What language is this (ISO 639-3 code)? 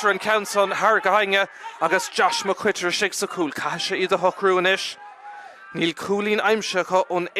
gle